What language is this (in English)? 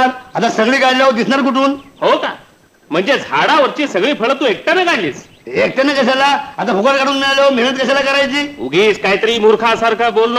Marathi